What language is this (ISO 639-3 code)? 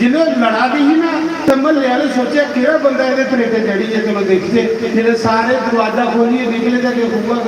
doi